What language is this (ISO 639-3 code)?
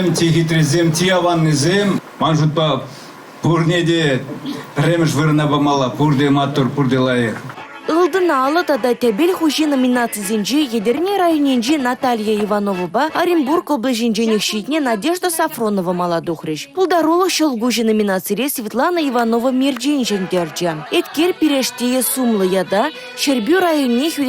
chv